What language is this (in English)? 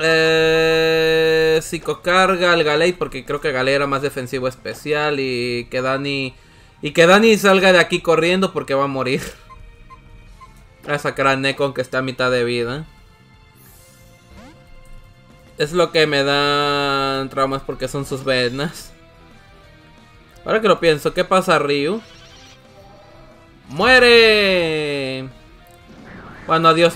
Spanish